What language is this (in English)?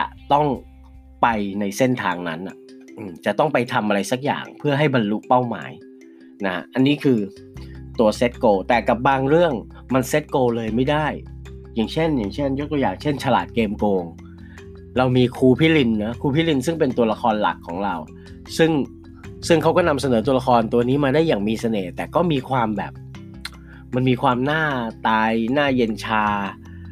Thai